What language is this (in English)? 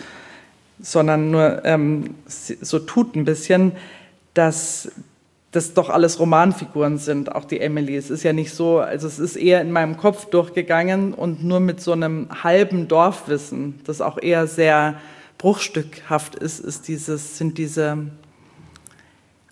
German